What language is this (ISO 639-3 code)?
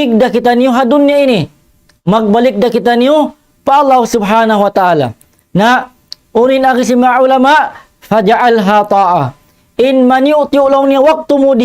tsg